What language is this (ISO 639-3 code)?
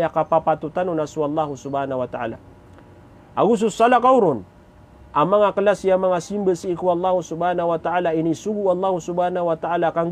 mrw